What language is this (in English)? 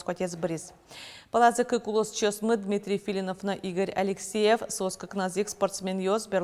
Udmurt